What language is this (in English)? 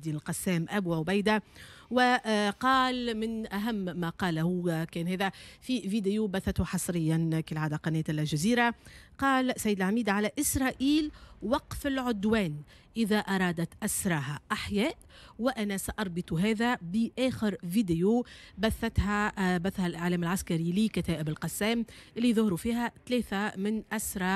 Tunisian Arabic